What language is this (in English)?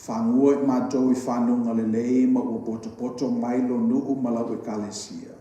Samoan